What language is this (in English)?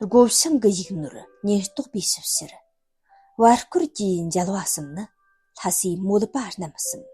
Tibetan